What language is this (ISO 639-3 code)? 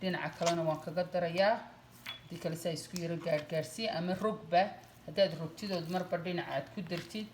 som